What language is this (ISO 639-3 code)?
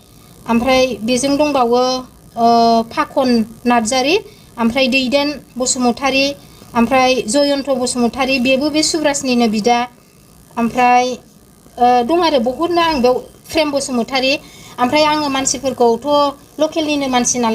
brx